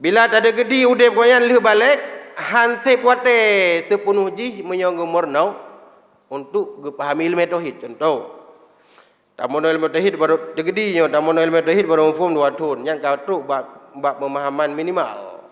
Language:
Achinese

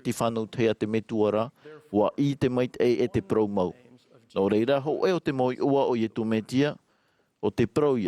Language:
Tahitian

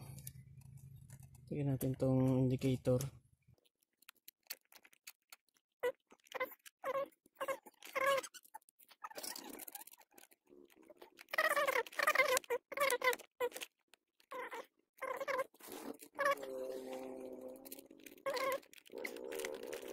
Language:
Filipino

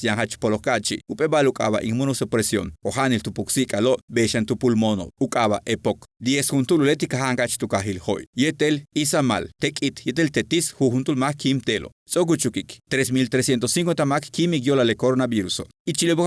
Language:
Yucateco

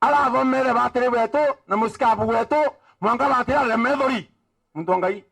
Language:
Meru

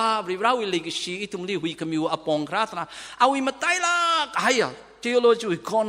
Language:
Tangkhul Naga (India)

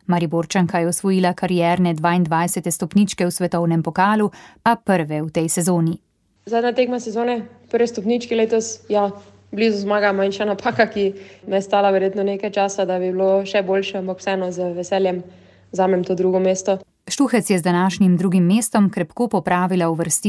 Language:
Slovenian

